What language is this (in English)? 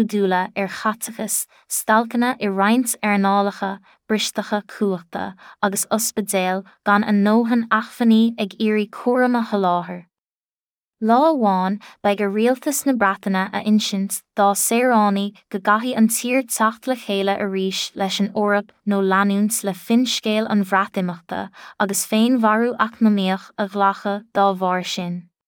Irish